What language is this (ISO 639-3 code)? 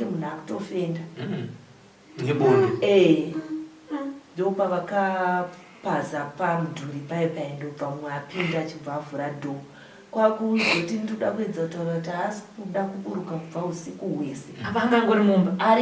sna